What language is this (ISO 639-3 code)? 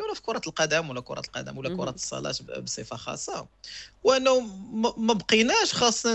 ary